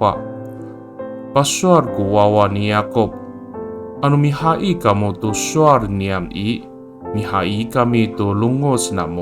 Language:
Amis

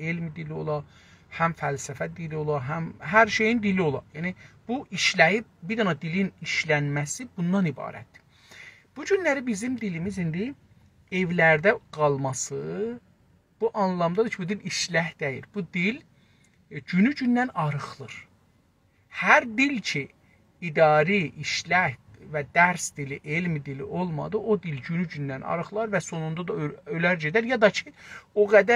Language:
South Azerbaijani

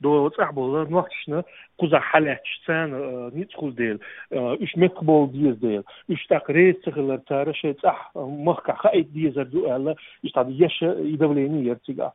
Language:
Chechen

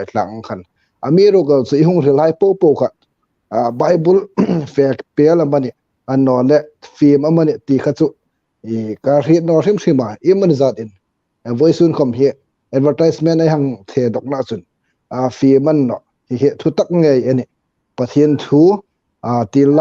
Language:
Hmar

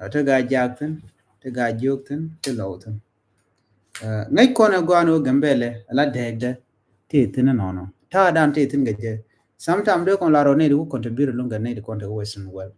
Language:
Nuer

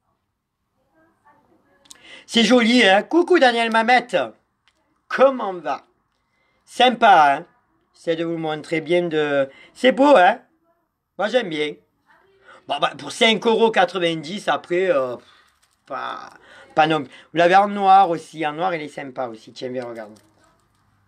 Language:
French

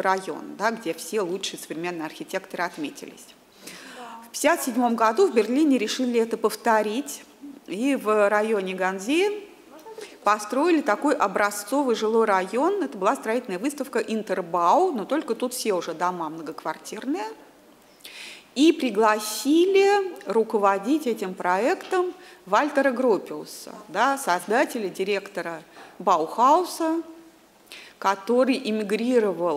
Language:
Russian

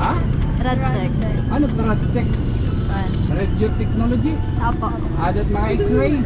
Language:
Waray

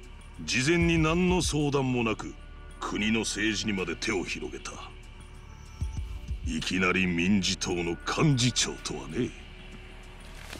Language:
Japanese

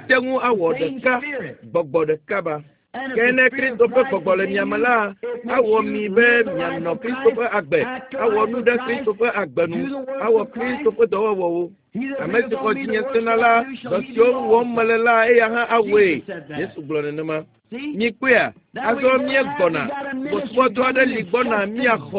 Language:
Ewe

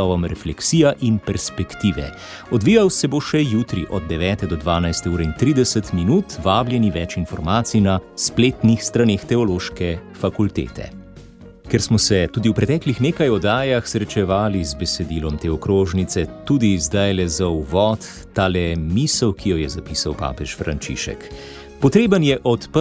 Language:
Slovenian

